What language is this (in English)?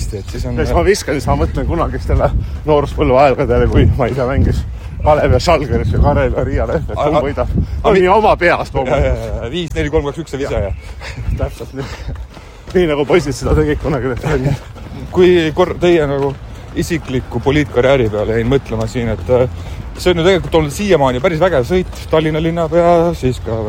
Estonian